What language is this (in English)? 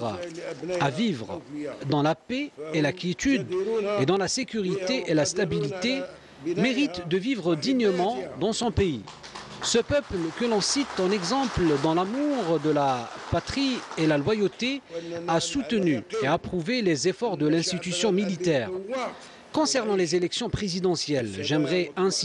French